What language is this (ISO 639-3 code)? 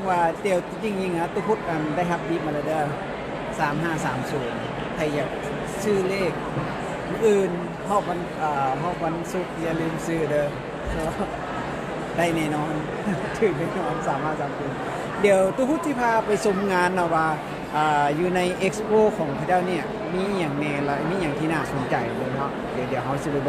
lao